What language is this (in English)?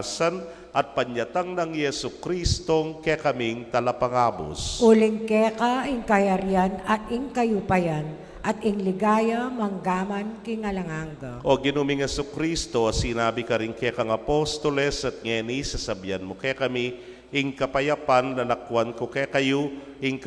Pampanga